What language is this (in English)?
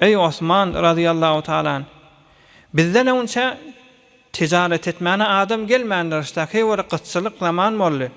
Turkmen